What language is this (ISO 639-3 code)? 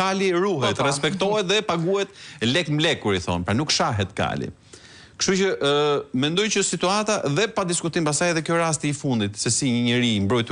sqi